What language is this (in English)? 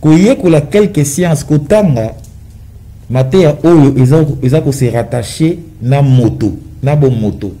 Lingala